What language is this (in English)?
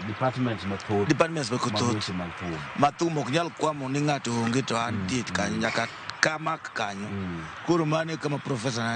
Luo (Kenya and Tanzania)